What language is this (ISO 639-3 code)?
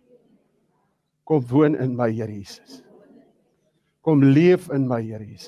afr